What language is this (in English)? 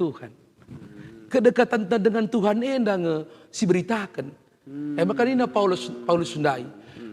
Batak Karo